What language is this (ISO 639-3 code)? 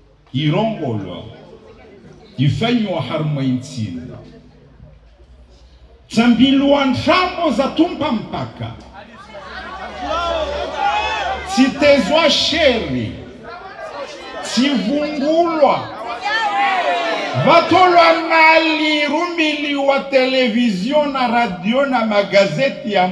swa